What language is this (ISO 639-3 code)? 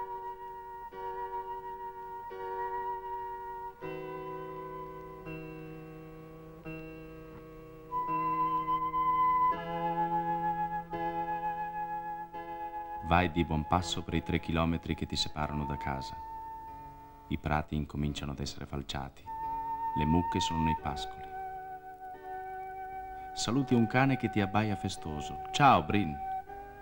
ita